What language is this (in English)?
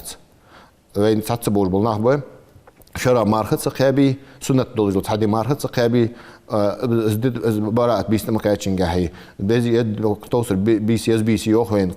Ingush